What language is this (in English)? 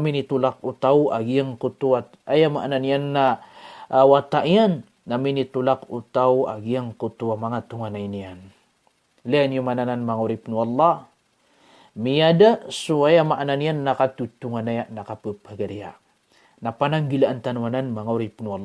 Maranao